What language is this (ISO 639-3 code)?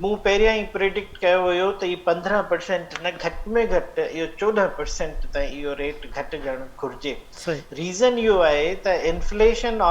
snd